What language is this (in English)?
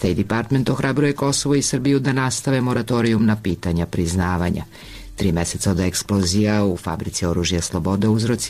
Serbian